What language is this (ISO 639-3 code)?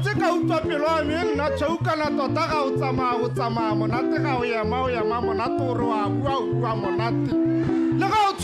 tsn